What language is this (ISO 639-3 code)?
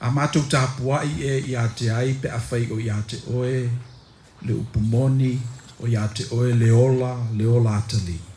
smo